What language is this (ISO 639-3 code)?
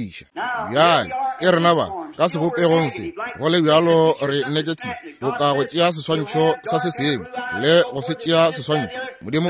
nso